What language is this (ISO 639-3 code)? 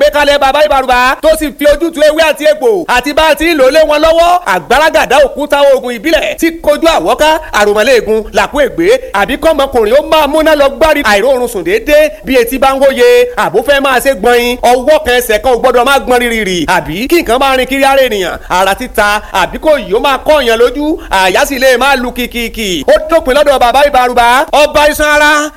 yor